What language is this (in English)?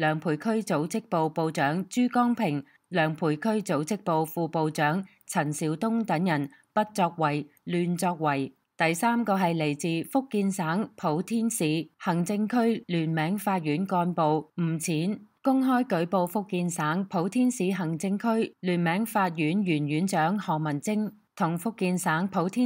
Cantonese